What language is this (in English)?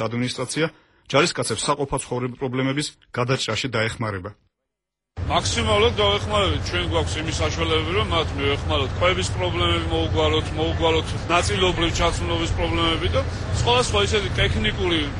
Georgian